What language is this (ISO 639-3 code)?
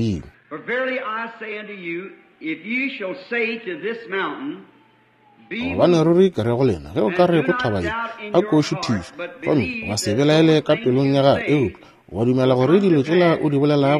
nso